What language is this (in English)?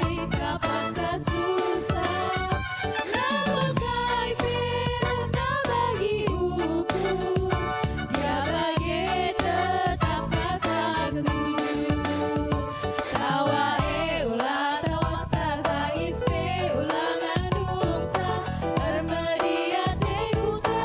Batak Karo